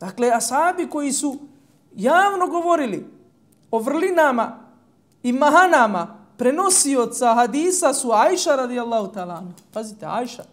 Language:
Bosnian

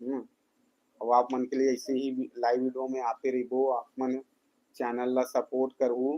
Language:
Chhattisgarhi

